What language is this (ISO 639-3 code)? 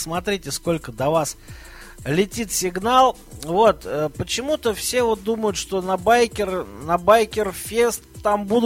rus